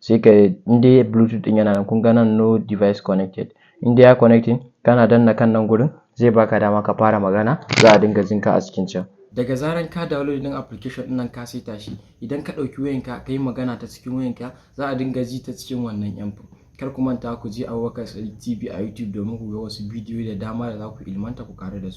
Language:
Hausa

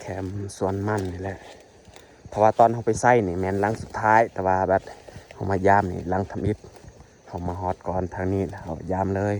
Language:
Lao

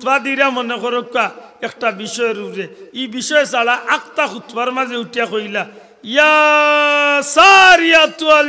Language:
Sylheti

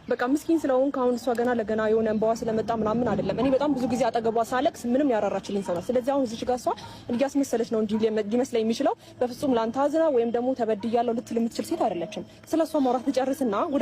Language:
Amharic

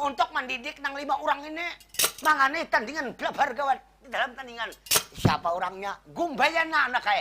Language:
Banjar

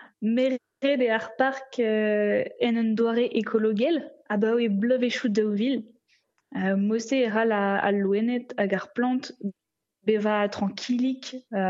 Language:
Breton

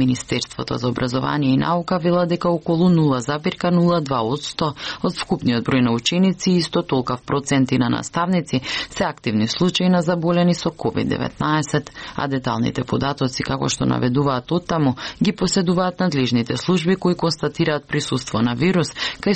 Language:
Macedonian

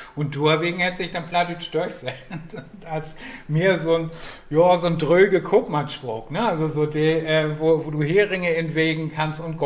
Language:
Low German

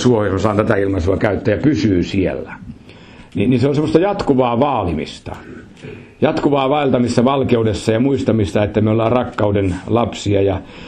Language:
Finnish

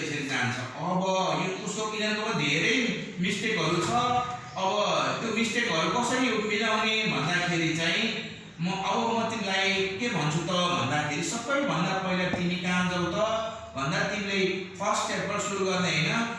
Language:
Nepali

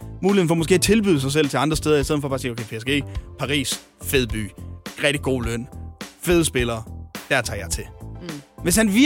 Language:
Danish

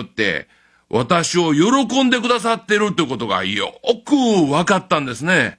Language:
Japanese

